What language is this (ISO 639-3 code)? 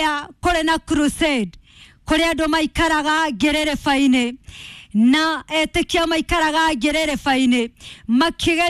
kik